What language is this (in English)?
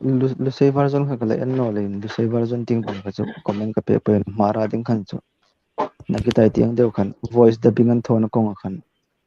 Hmar